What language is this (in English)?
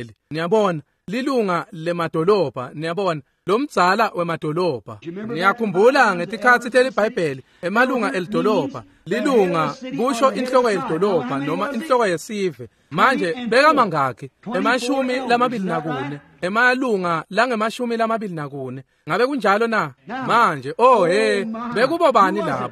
Swati